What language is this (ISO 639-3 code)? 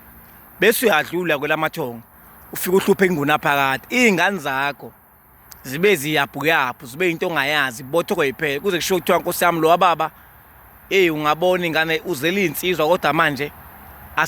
zul